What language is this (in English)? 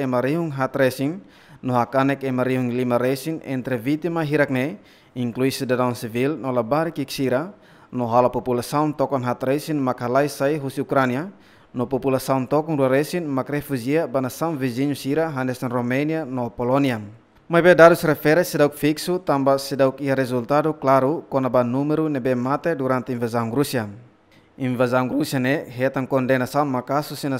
Tetum